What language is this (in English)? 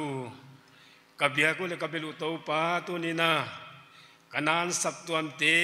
Paite Chin